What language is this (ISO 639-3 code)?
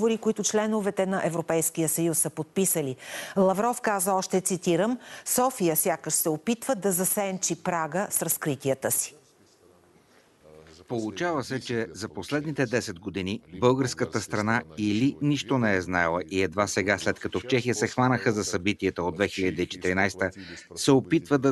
bul